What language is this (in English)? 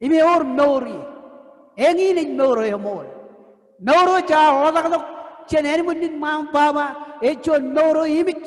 Marshallese